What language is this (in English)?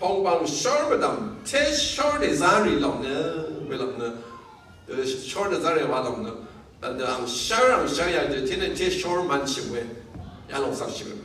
Rawang